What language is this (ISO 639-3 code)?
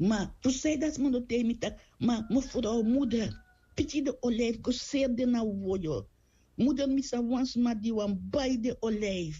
srn